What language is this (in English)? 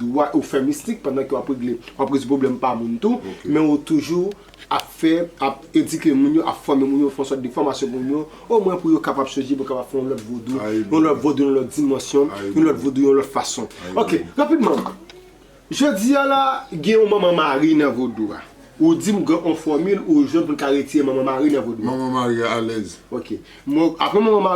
Haitian Creole